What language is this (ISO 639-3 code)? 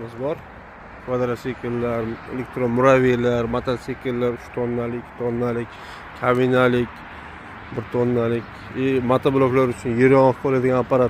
uzb